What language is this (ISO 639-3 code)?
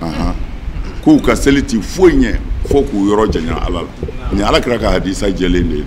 bam